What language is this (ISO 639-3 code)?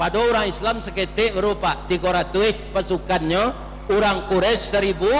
min